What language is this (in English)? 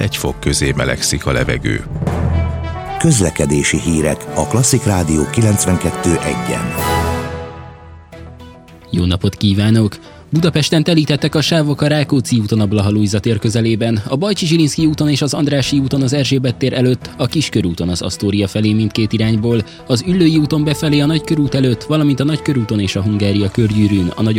Hungarian